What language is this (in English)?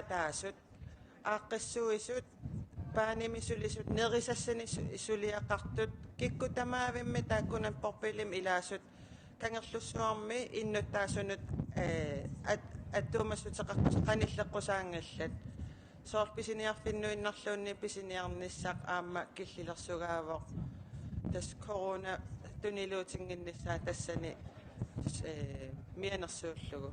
Kalaallisut